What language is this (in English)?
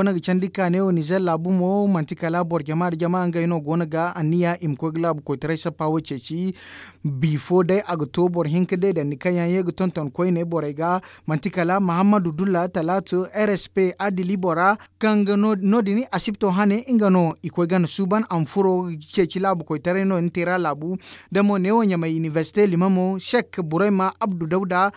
Zarma